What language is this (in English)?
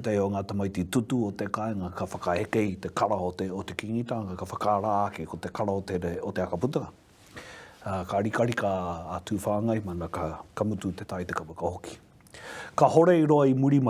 Māori